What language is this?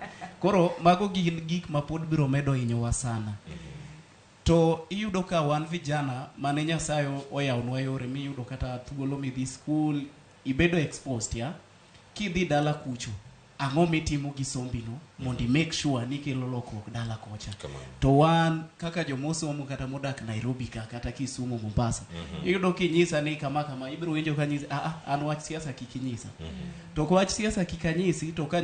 Luo (Kenya and Tanzania)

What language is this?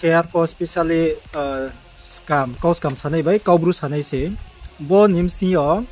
Riang (India)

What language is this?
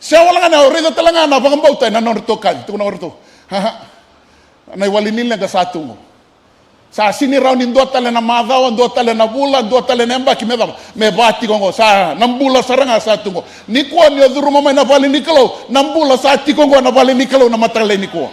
Fijian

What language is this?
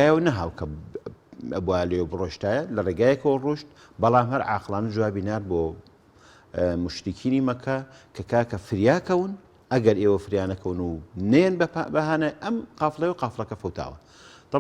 Central Kurdish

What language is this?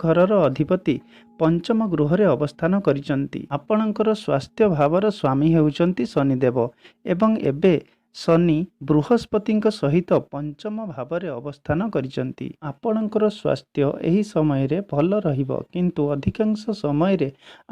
Odia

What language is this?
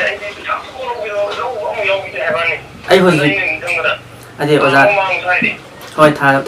Manipuri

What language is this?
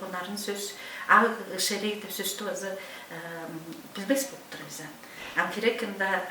Tuvinian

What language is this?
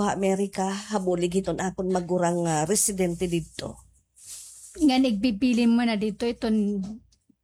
Waray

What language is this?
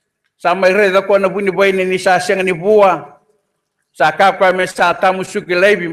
Fijian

